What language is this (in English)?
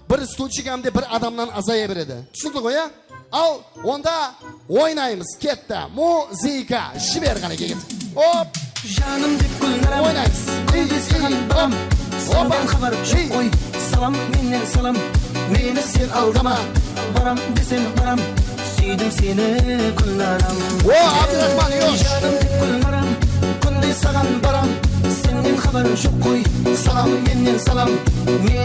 Kara-Kalpak